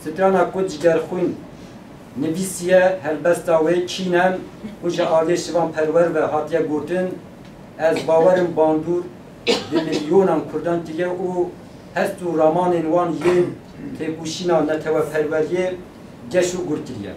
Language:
Kurdish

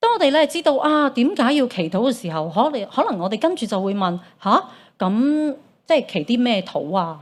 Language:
Cantonese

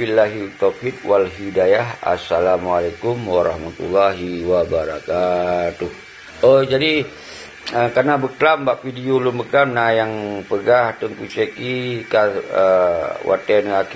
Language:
Achinese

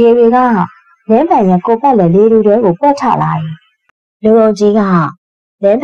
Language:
Burmese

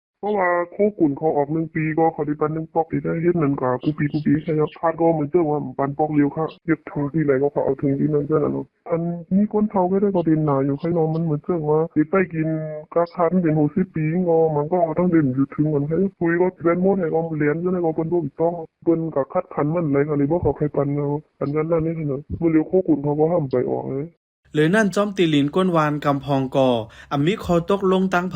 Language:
Shan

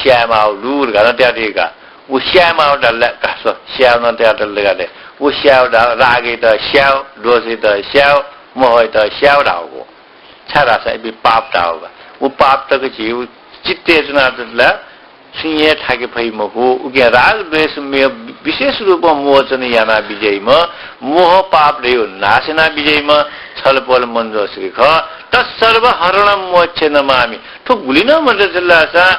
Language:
Newari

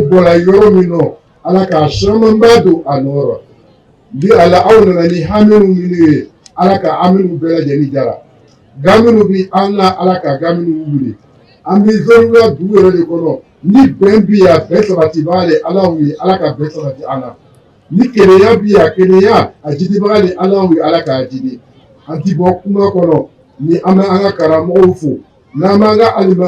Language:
Bambara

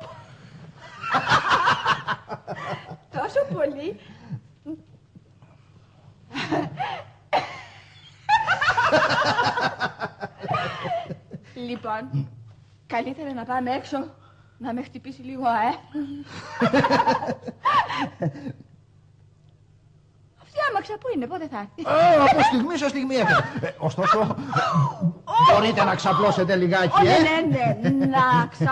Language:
Greek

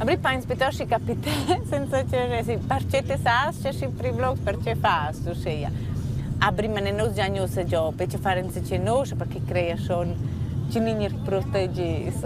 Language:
Romansh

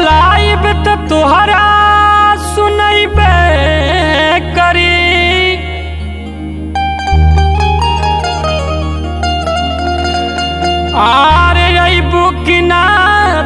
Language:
Bhojpuri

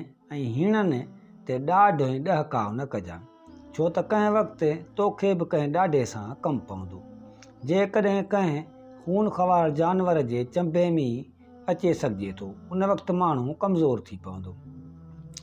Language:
Sindhi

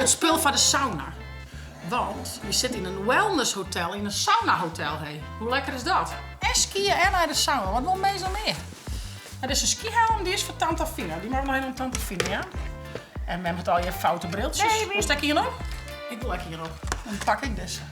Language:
Western Frisian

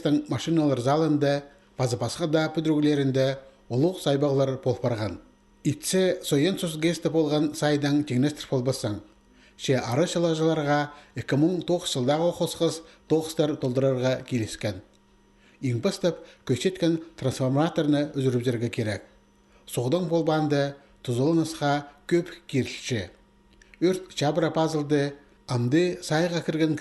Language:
Khakas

